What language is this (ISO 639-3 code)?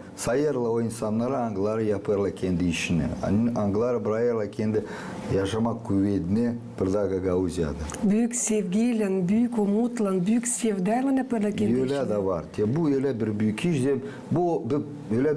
gag